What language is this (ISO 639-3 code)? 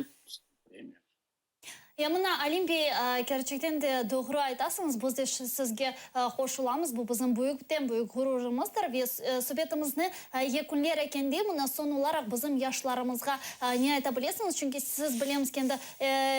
crh